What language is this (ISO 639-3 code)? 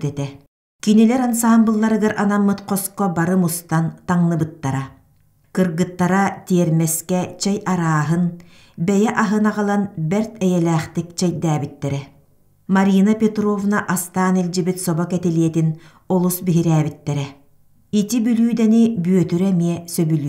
sah